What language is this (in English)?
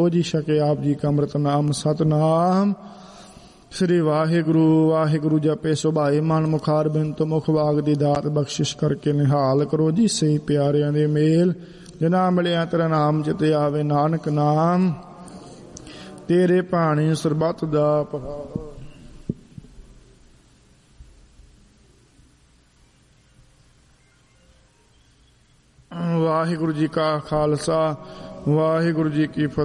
Punjabi